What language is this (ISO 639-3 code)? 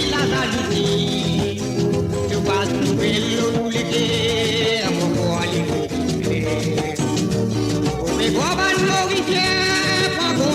mfe